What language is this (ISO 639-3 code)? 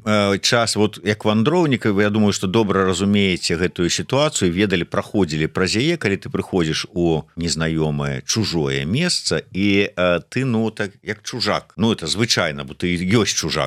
bel